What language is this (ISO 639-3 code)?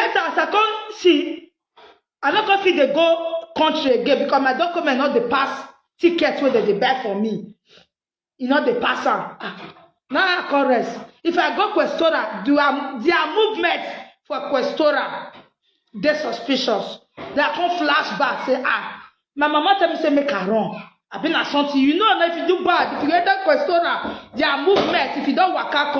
pcm